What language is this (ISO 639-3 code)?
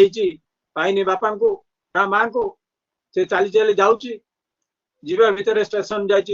ori